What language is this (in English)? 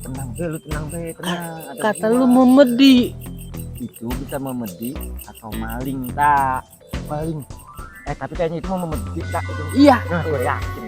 Betawi